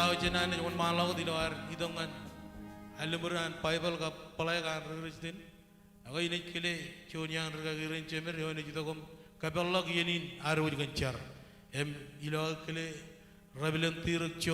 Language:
Marshallese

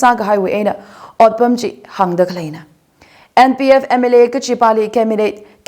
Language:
Tangkhul Naga (India)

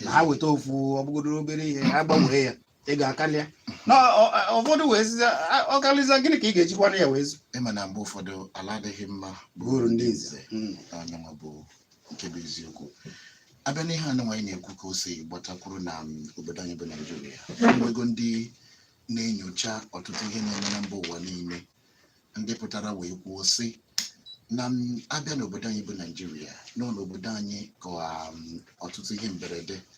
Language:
Igbo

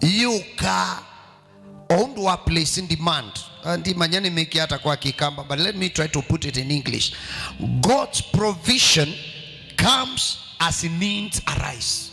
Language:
Kamba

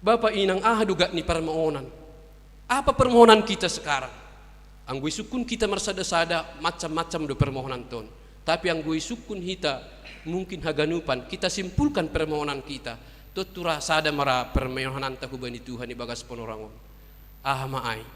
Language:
Batak Simalungun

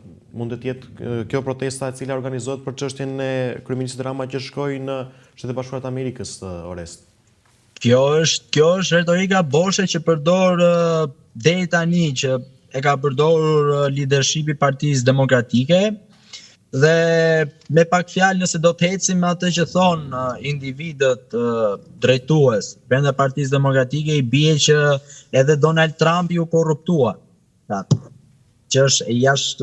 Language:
Albanian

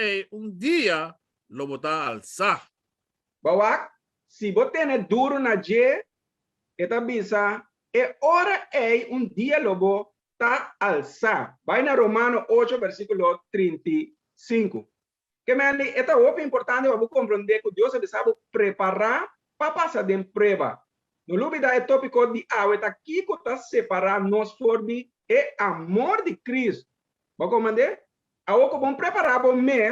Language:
Papiamento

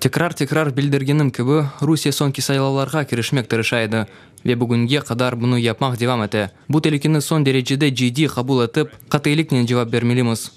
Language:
Crimean Tatar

